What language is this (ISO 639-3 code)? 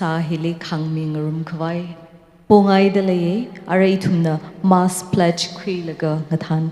nmf